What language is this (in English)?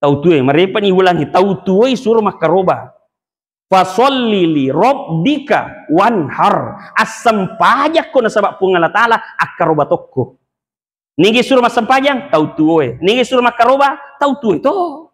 Buginese